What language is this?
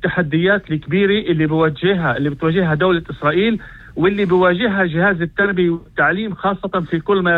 North Levantine Arabic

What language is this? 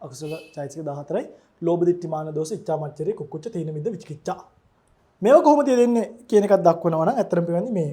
Sinhala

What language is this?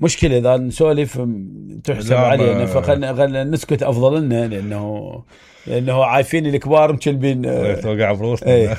Mesopotamian Arabic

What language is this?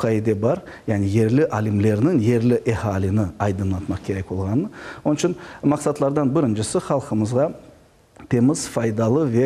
Crimean Tatar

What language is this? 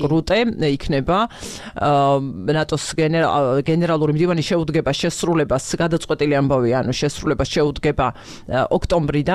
Georgian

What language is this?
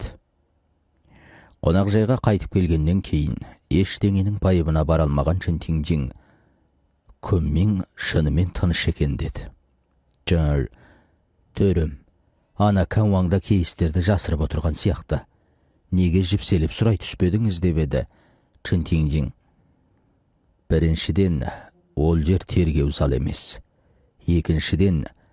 Kazakh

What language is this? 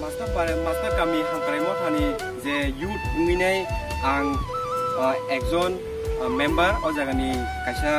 Kok Borok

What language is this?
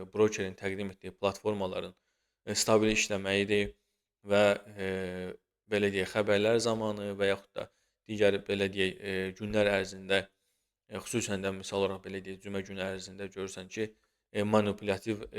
Azerbaijani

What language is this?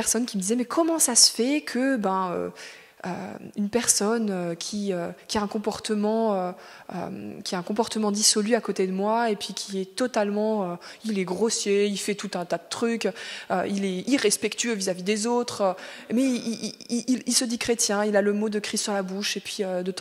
French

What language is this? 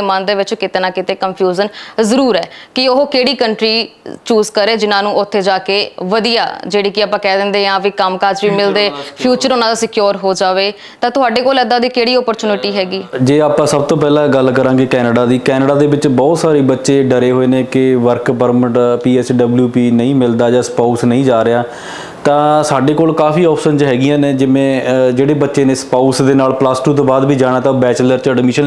Punjabi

